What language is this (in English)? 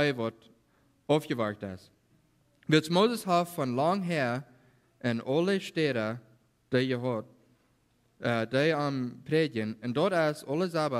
Plautdietsch